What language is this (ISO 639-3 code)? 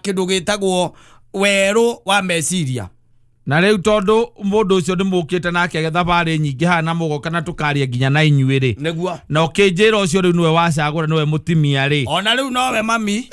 kik